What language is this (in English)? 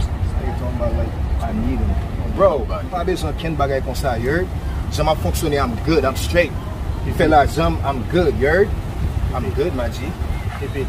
Haitian Creole